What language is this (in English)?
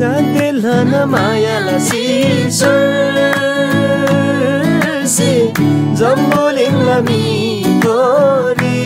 Eastern Tamang